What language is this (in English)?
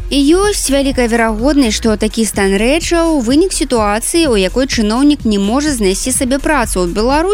Belarusian